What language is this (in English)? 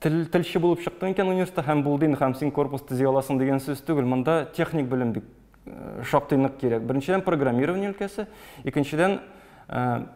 Tatar